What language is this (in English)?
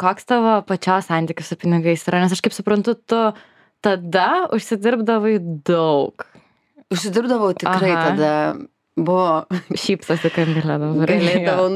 Lithuanian